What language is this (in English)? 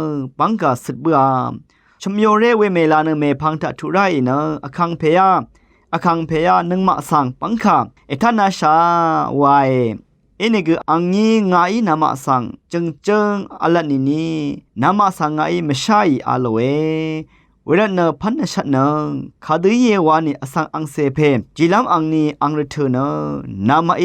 Rawang